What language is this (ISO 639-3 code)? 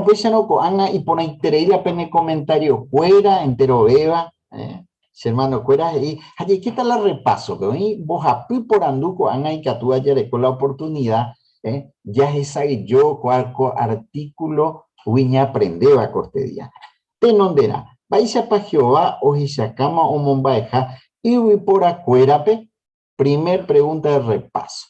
grn